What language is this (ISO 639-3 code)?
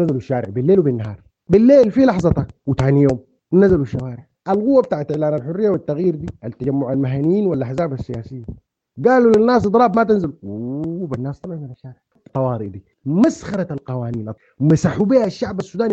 apd